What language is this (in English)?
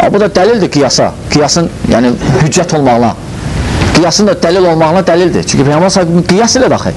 Azerbaijani